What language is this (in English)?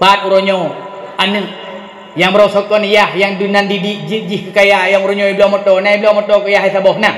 Achinese